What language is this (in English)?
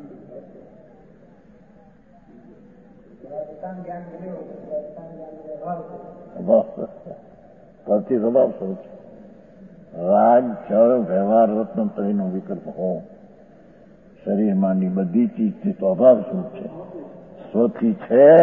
Gujarati